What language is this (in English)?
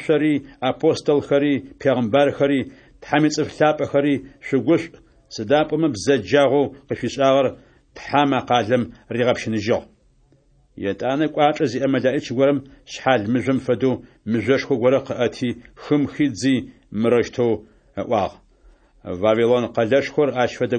Adyghe